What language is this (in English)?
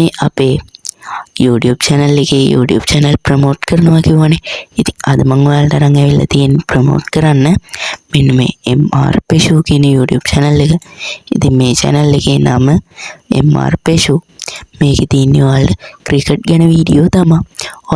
Sinhala